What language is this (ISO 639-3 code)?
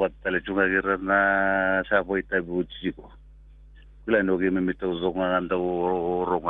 fij